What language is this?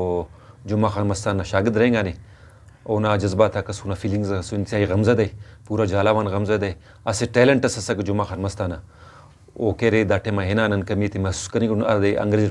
Brahui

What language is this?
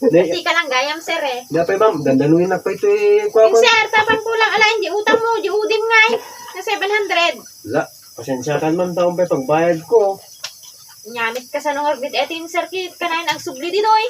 Iloko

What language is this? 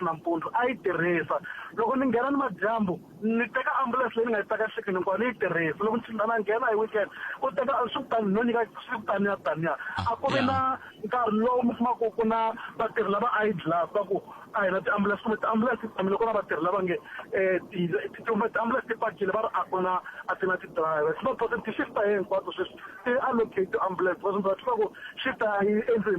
Tsonga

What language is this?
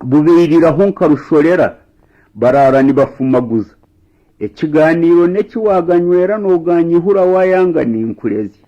Nyankole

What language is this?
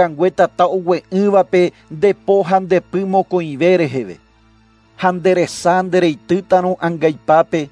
Guarani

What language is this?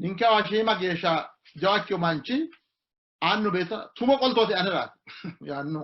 Sidamo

